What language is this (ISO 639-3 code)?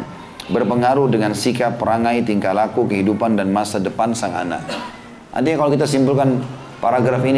ind